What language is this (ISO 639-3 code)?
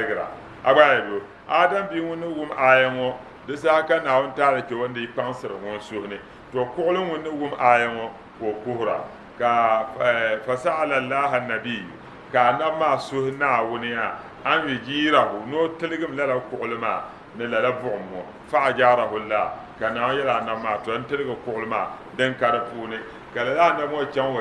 dag